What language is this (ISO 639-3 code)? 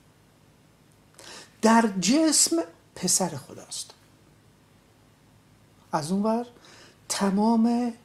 fas